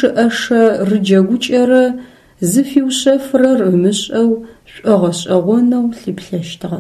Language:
Adyghe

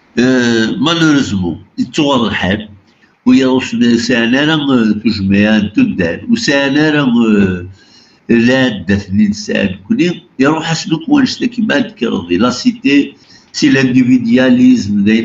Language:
Kabyle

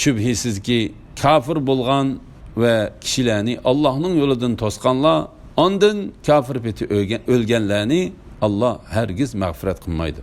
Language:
Uyghur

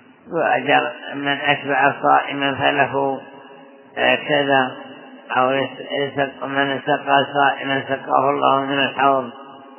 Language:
Arabic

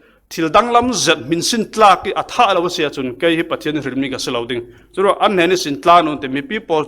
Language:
Falam Chin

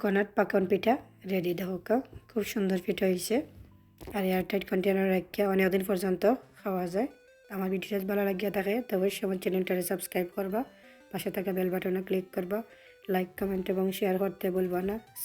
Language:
Sylheti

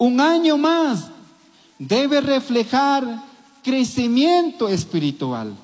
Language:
Chimborazo Highland Quichua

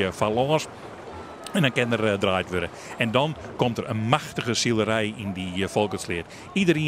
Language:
Western Frisian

